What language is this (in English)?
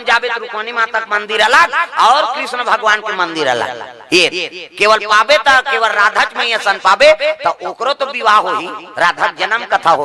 Chhattisgarhi